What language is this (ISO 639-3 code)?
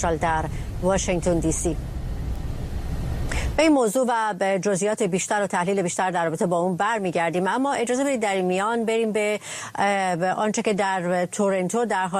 fas